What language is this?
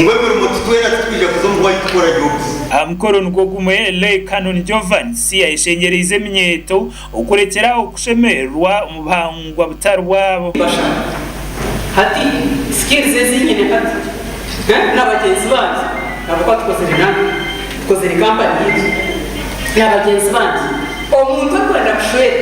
Nyankole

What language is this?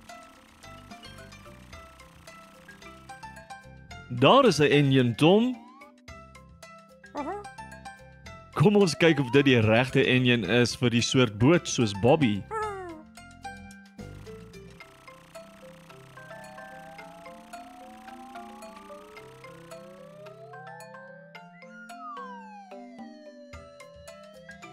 Afrikaans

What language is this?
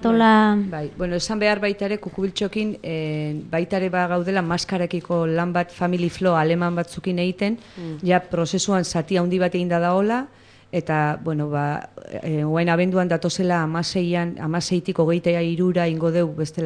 Basque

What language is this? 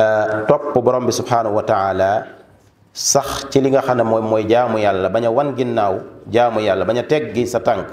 Wolof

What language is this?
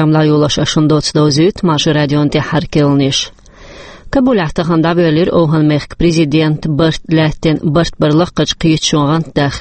Chechen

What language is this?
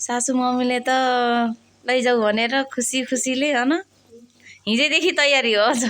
Nepali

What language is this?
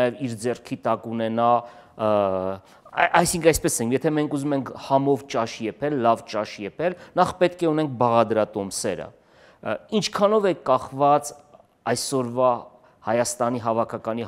Armenian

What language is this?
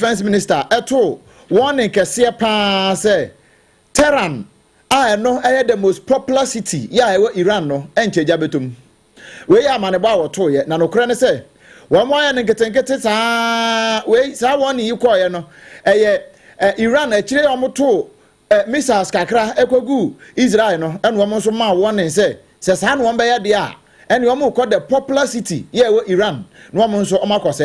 Akan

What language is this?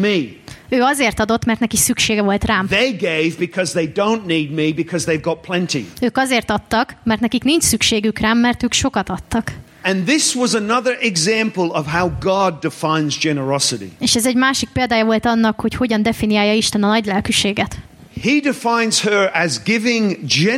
Hungarian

